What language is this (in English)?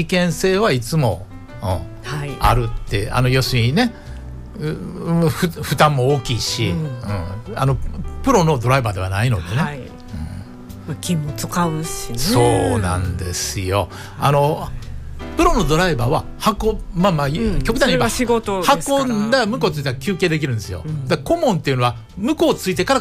Japanese